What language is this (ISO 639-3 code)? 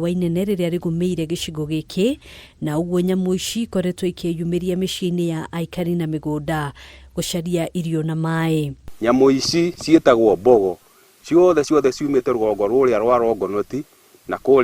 kik